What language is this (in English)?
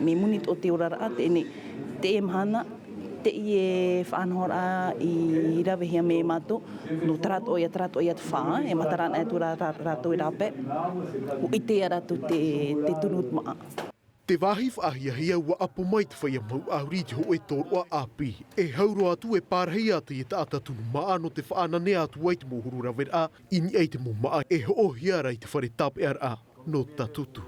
Tahitian